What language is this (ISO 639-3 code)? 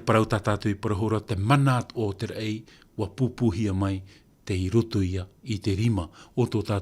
tah